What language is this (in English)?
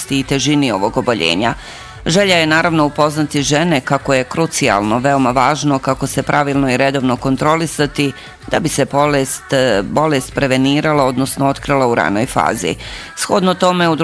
Bosnian